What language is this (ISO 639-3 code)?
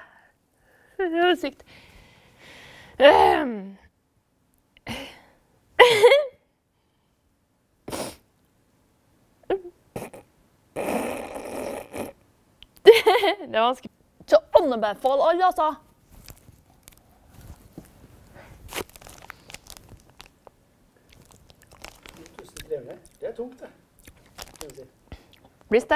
nor